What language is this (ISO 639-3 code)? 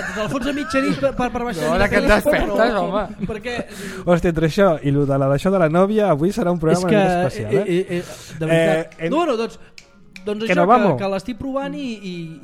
cat